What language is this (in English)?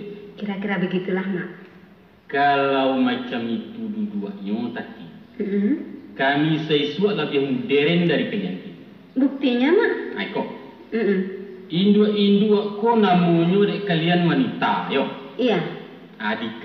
Minangkabau